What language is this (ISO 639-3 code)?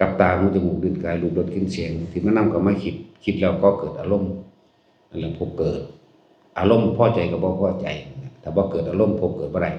tts